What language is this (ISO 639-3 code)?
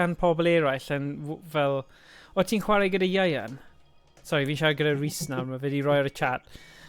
cym